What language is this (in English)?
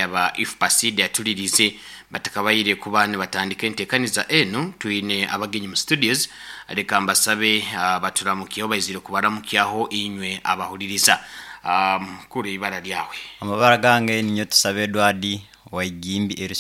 Nyoro